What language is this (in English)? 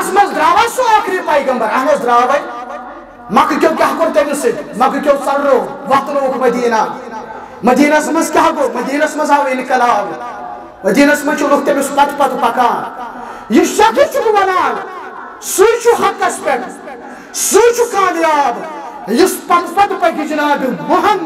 Kashmiri